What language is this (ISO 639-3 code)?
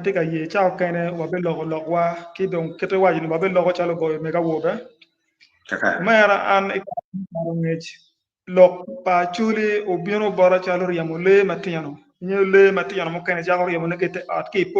ach